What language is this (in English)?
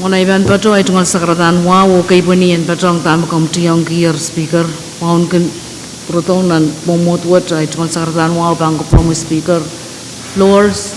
Pohnpeian